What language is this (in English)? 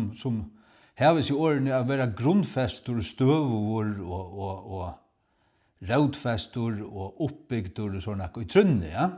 Faroese